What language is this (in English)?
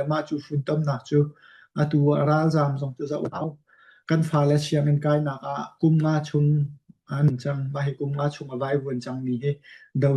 Hakha Chin